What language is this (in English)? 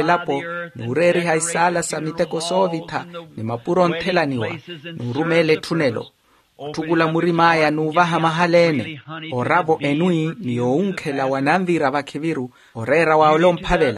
Makhuwa